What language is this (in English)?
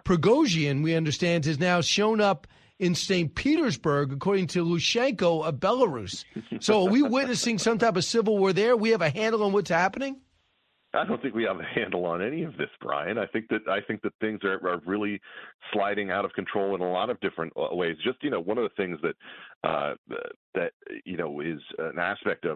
English